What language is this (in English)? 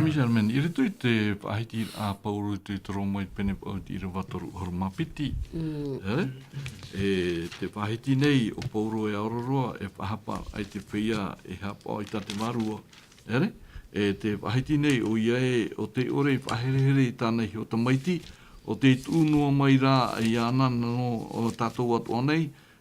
Tahitian